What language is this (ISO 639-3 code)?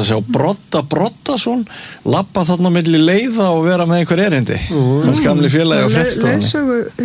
isl